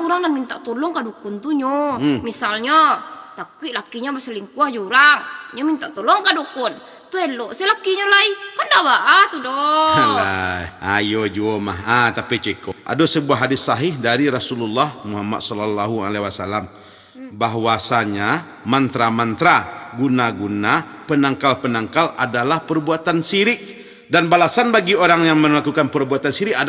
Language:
Minangkabau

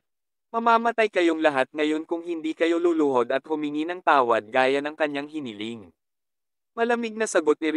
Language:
Filipino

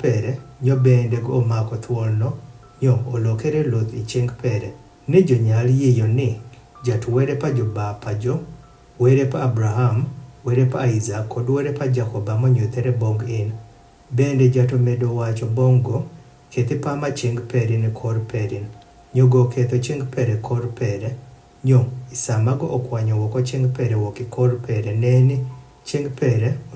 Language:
Adhola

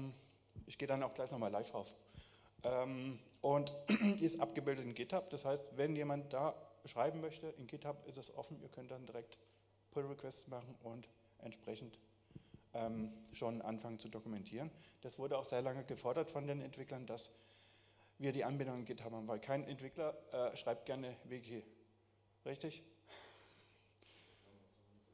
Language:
German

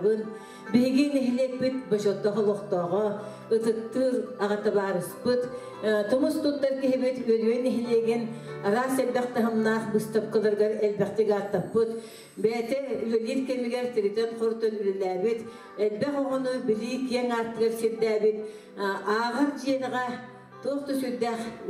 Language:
Yakut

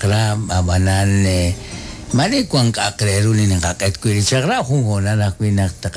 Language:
Kekchí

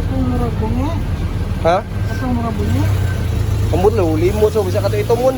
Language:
Cebuano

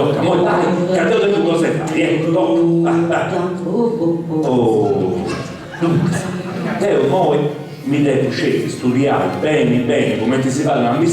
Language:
Sardinian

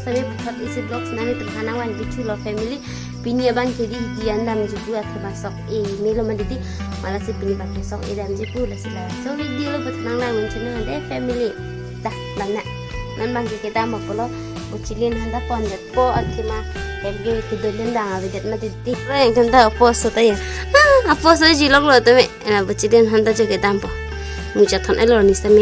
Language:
Karbi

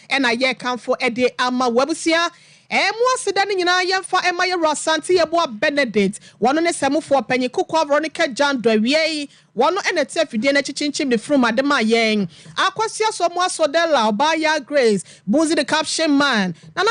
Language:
Akan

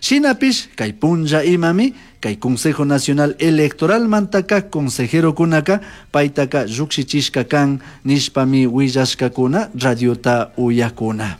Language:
Chimborazo Highland Quichua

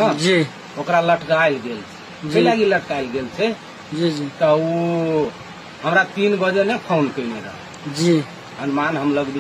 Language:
Maithili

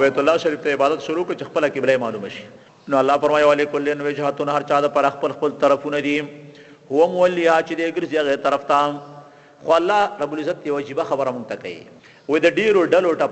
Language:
Pashto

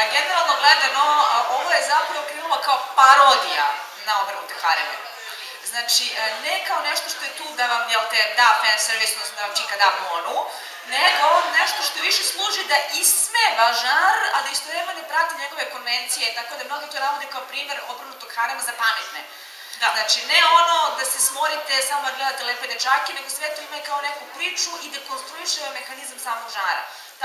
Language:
Serbian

